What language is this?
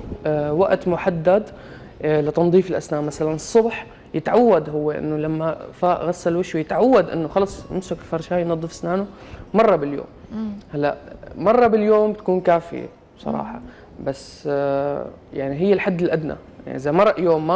North Levantine Arabic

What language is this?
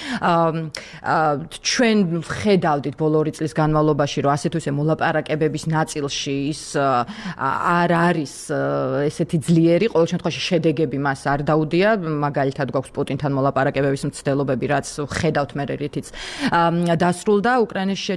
Georgian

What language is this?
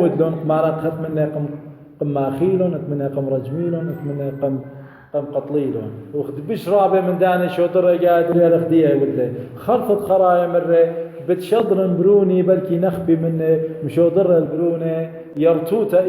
Assyrian Neo-Aramaic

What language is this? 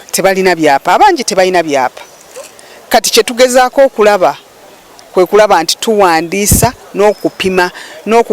Nyankole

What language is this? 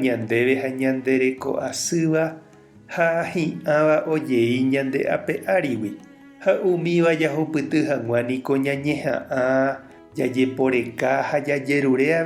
Guarani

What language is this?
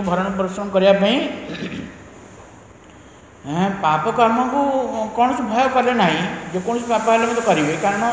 Odia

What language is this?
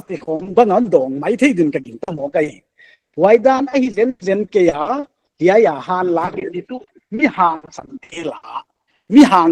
Paite Chin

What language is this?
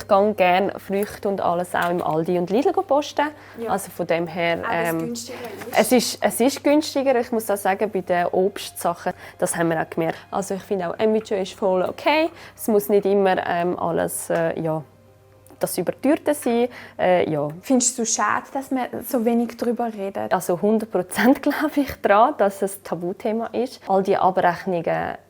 Swiss German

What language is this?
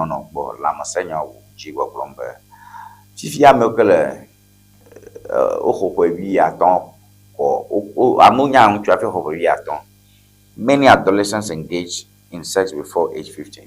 Ewe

